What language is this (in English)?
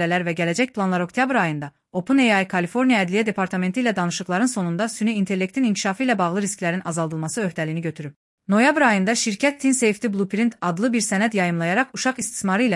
Azerbaijani